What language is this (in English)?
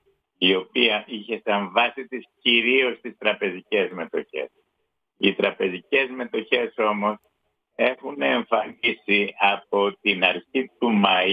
Greek